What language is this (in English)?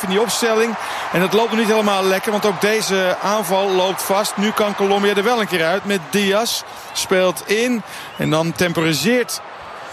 Dutch